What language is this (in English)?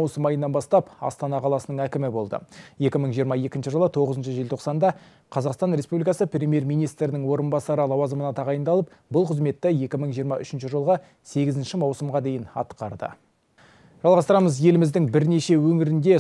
Kazakh